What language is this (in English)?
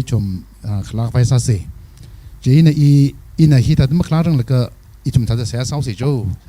Tangkhul Naga (India)